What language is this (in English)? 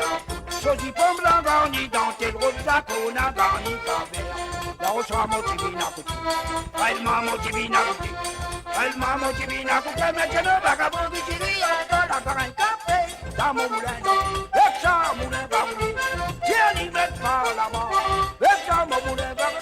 Morisyen